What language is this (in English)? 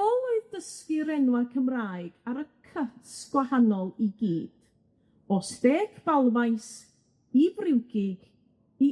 Welsh